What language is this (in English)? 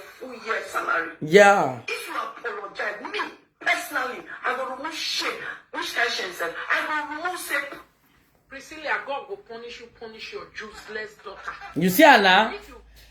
Nigerian Pidgin